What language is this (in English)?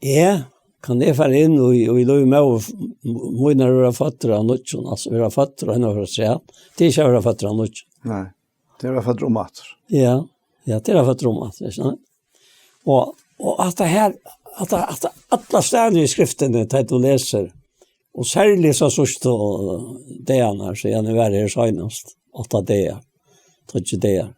Faroese